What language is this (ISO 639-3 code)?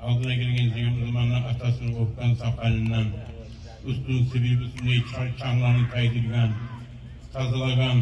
kum